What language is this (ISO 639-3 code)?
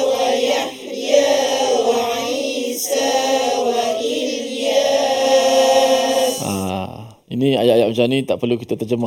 msa